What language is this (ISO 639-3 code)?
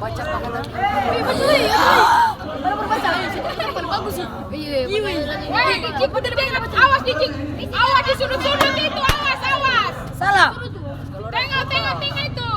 abs